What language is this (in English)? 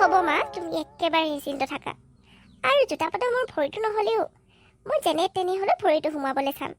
Assamese